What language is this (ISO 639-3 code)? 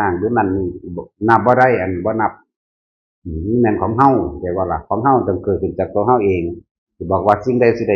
tts